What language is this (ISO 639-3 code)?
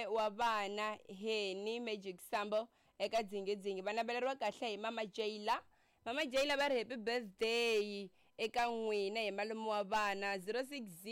tso